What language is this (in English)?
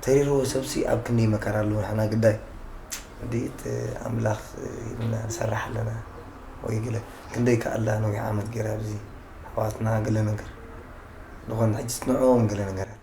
Tigrinya